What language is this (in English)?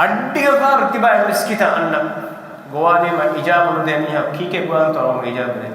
Divehi